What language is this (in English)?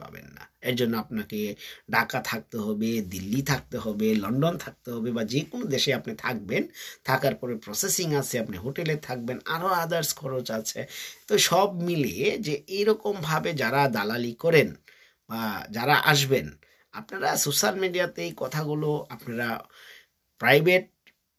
Bangla